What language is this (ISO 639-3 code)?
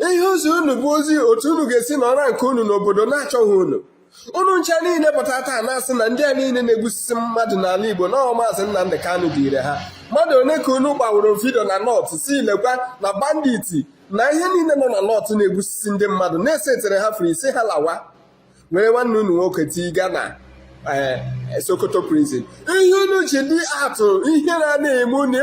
ibo